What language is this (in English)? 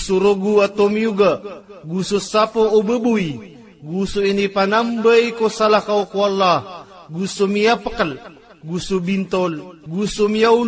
Maranao